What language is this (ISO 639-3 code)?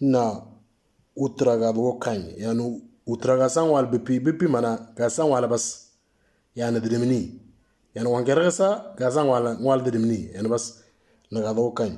mor